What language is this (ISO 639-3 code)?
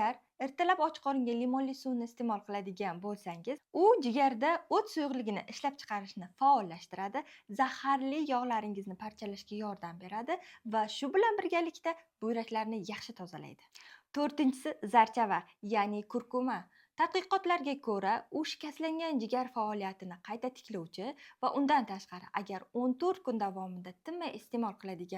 uzb